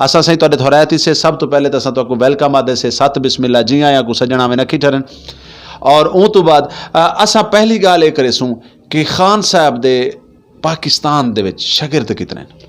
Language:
Western Panjabi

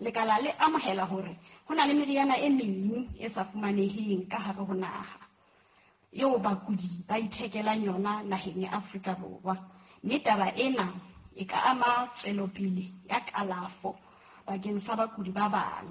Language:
Southern Sotho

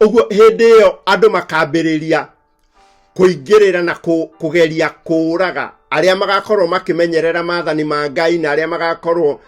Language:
Kikuyu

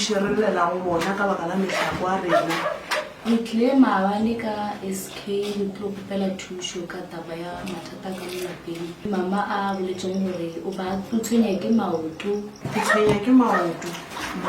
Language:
Northern Sotho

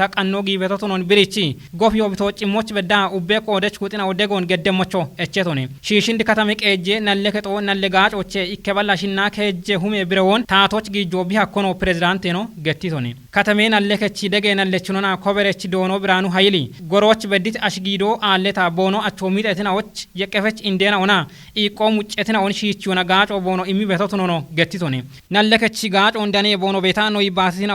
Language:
Kafa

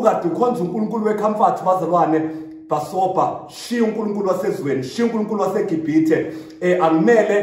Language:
Zulu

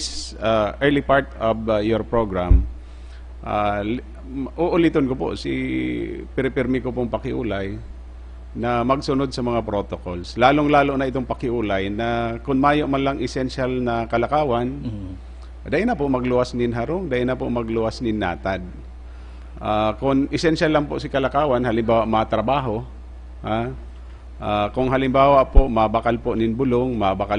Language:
Bikol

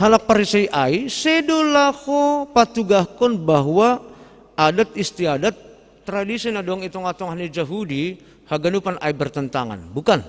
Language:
Batak Simalungun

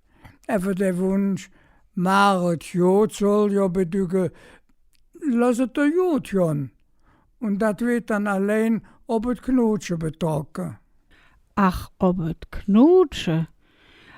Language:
Colognian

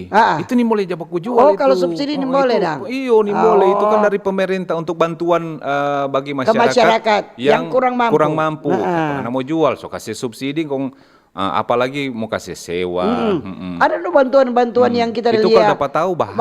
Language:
Manado Malay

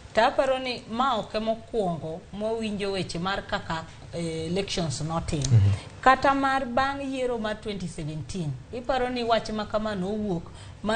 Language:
Luo (Kenya and Tanzania)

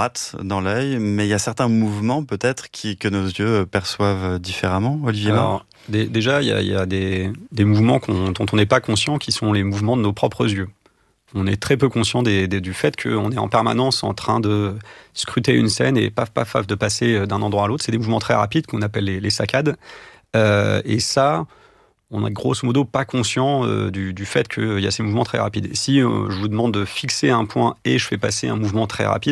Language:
French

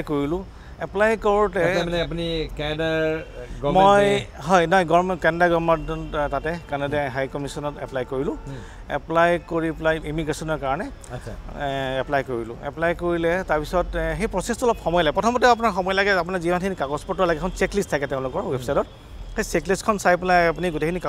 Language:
Assamese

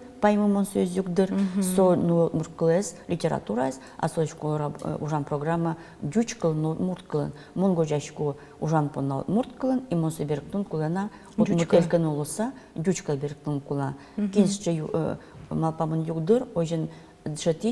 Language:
Udmurt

